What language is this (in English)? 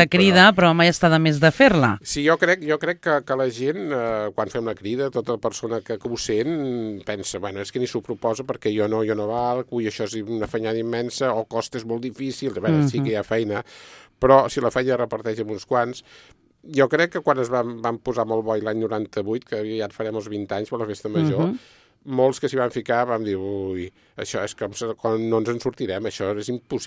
Catalan